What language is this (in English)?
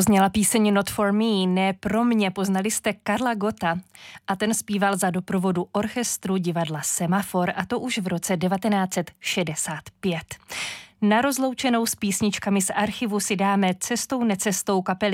Czech